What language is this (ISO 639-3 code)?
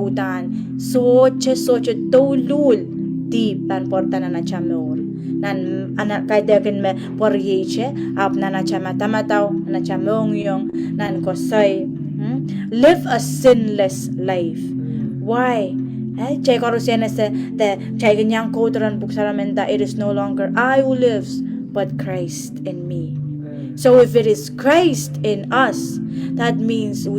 pon